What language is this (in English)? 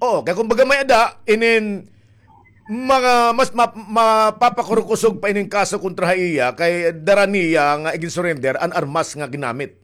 Waray